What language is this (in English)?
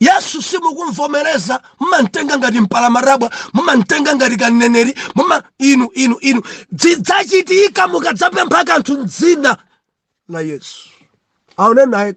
Nyanja